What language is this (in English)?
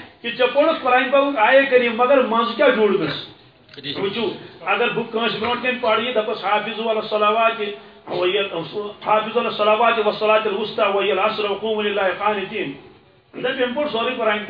Kashmiri